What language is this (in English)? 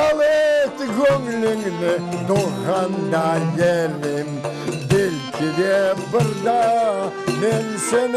Crimean Tatar